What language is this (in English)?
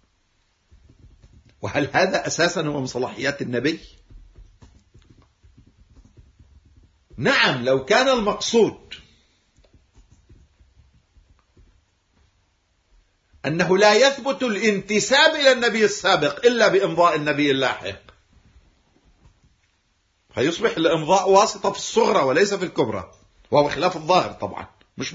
Arabic